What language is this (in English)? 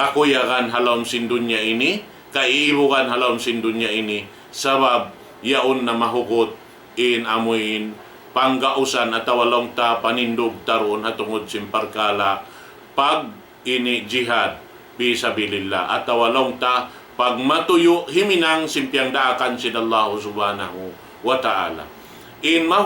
Tausug